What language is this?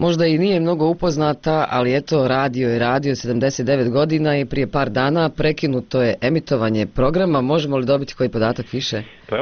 Bosnian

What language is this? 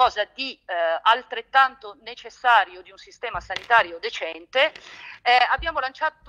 Italian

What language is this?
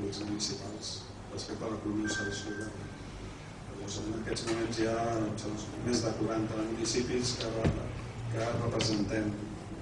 Catalan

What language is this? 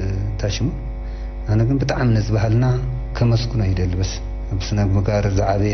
Tigrinya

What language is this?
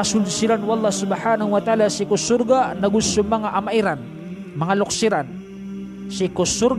Maranao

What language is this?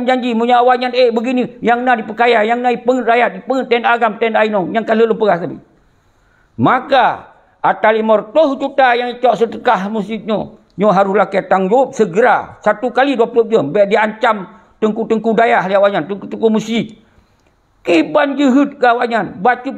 Achinese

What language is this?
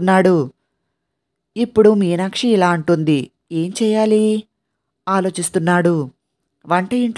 Telugu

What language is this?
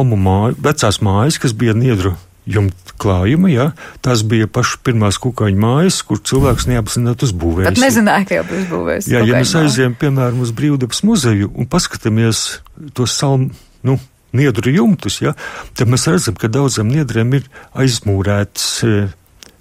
Latvian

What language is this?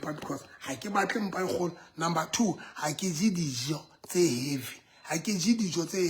Southern Sotho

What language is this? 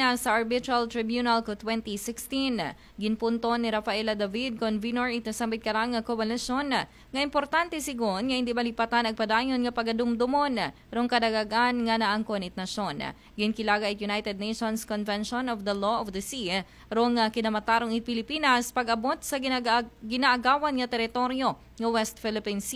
Aklanon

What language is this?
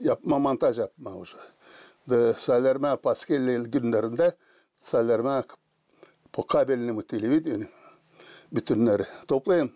Gagauz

